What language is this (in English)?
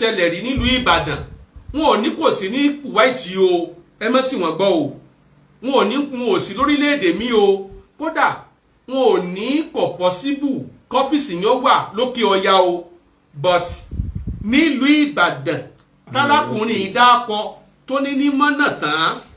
Yoruba